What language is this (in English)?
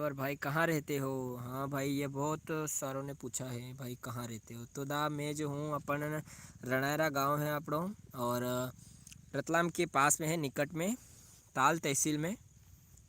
Rajasthani